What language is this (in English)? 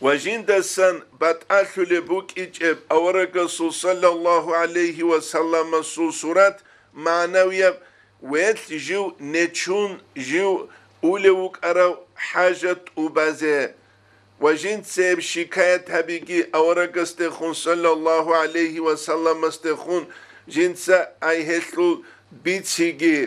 Avaric